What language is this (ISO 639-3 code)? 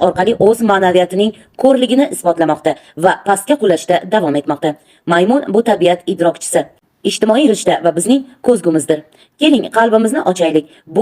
uzb